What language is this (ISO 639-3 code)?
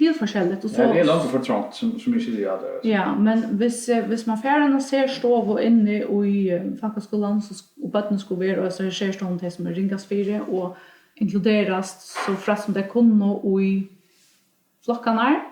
fao